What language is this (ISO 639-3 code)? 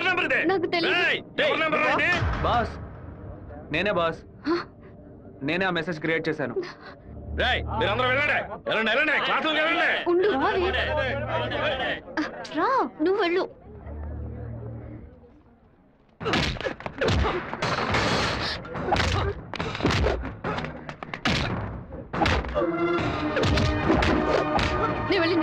tel